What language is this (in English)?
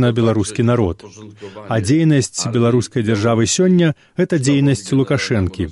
Belarusian